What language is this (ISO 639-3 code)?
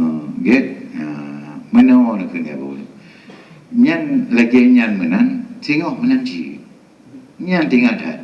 ace